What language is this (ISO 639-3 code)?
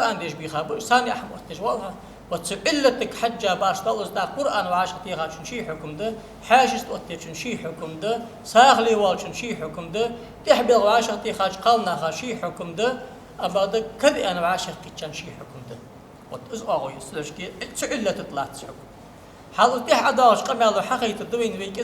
inh